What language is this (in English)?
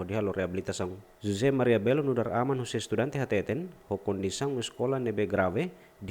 Tetum